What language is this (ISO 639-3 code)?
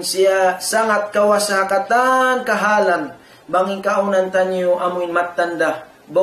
tsg